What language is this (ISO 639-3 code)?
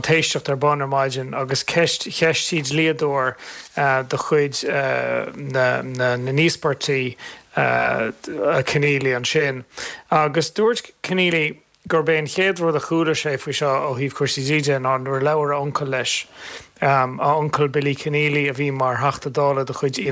gle